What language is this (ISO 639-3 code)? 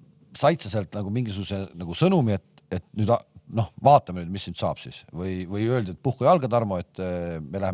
est